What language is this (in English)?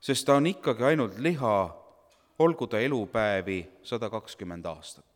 Estonian